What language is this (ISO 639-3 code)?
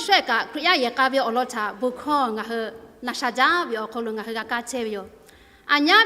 lhu